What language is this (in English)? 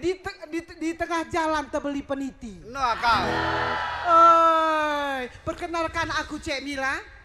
Musi